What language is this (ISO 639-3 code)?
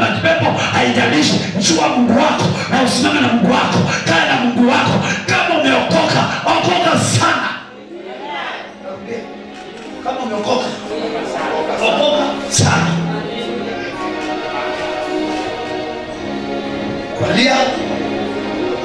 swa